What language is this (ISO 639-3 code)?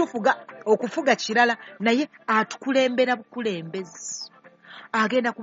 lug